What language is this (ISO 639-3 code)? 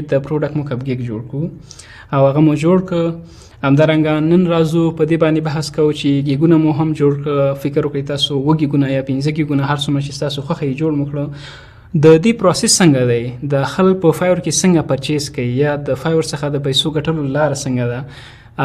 pus